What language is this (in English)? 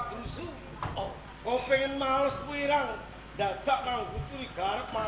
Javanese